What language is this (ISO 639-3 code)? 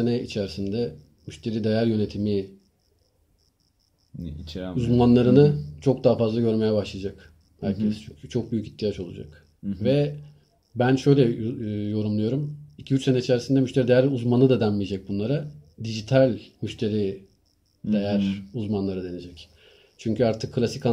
tur